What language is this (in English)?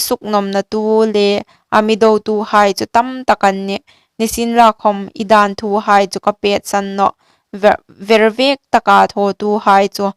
Hmar